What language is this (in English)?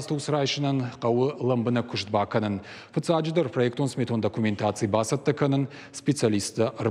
Ossetic